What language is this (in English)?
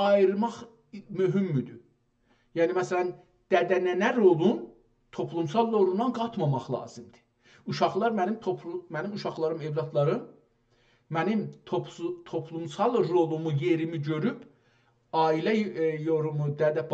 South Azerbaijani